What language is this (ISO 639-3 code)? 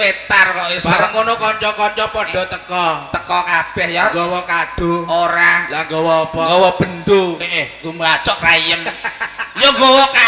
jav